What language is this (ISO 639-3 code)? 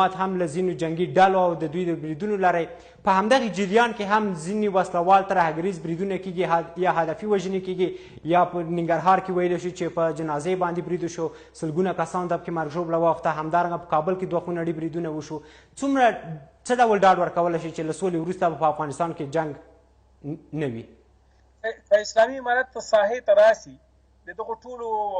pus